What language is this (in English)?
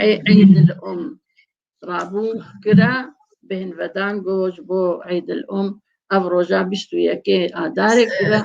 Kurdish